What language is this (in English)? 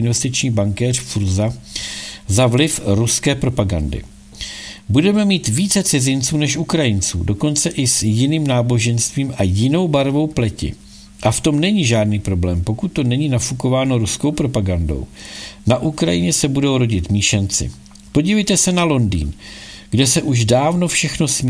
Czech